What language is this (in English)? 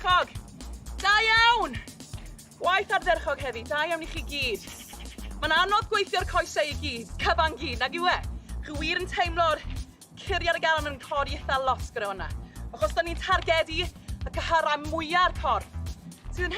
Welsh